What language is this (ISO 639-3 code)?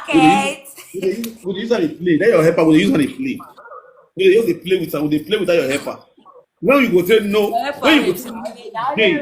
pcm